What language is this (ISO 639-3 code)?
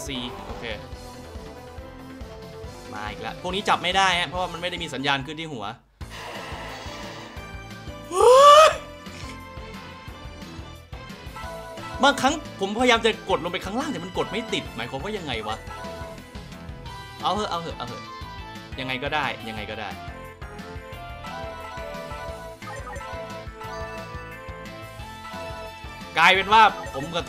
tha